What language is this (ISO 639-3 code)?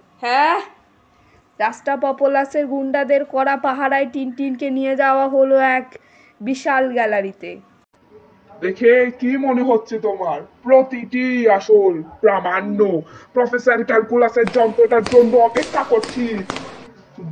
ben